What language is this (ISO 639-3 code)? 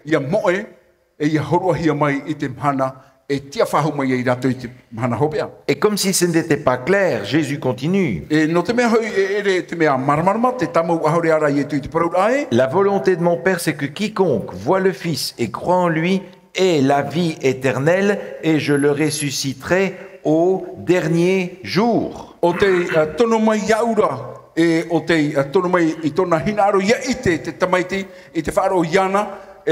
tah